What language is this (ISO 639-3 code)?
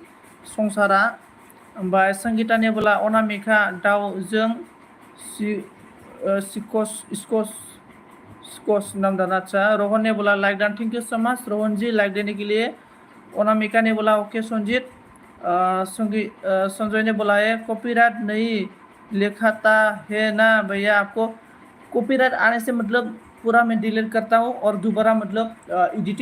brx